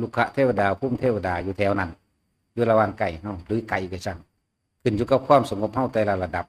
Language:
Northeastern Thai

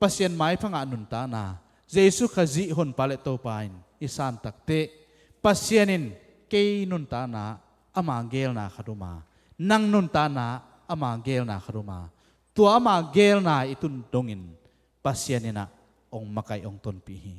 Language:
Tedim Chin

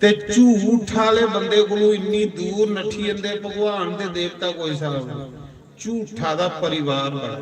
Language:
Dogri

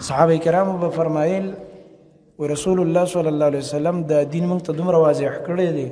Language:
Pashto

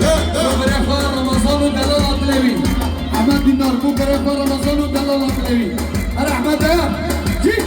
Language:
Kurdish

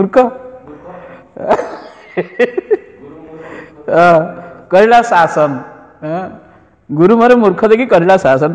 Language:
Odia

